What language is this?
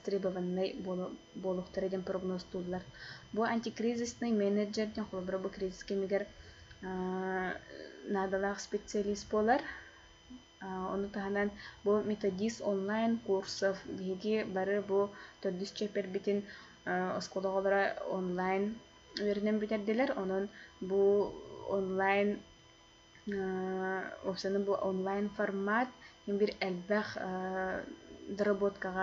Yakut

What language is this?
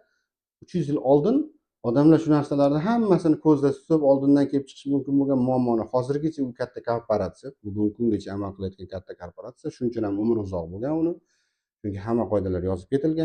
Uzbek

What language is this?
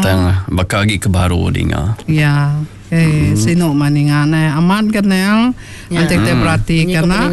Iban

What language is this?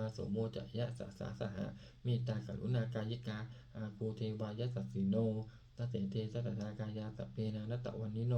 Pali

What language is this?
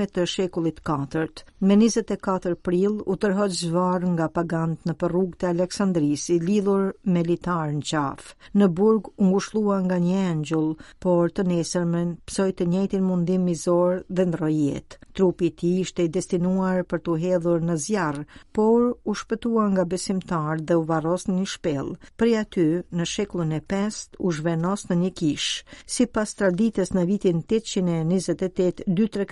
Albanian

